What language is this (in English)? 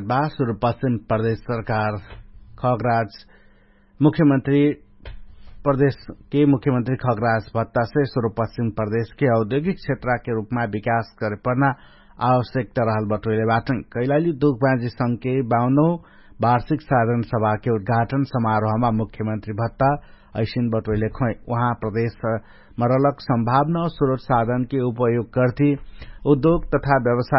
Dangaura Tharu